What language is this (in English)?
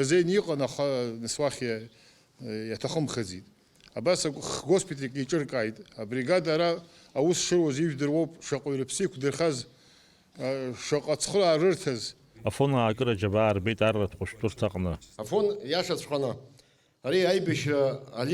Abkhazian